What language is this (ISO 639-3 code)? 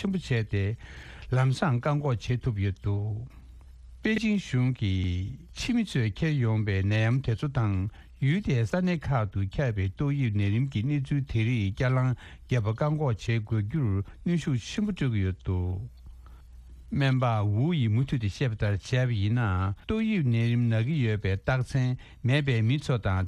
bod